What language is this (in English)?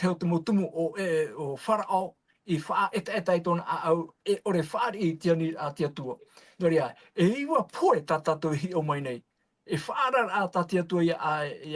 Tahitian